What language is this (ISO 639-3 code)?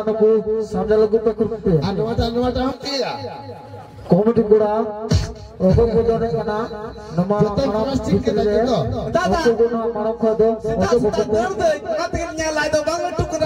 sat